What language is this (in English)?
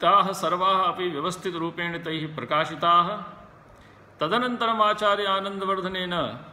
Sanskrit